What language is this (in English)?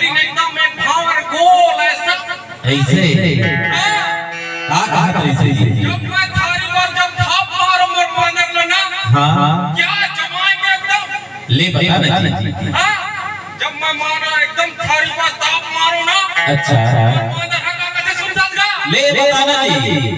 Chhattisgarhi